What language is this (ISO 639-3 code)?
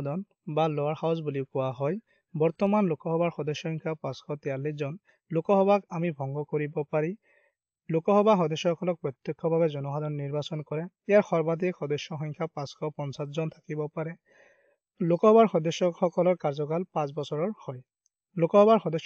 asm